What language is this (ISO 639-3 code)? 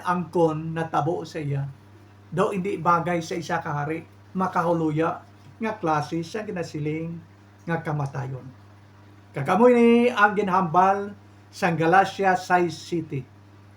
hil